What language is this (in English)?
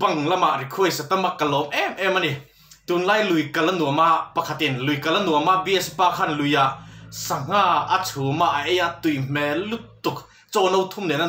Mizo